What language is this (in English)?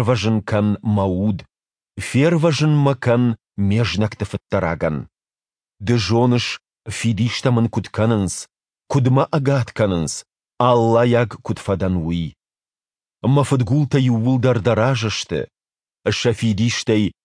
Ossetic